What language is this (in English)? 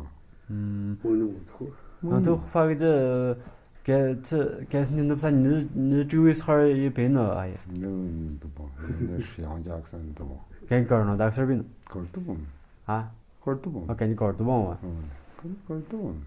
Tu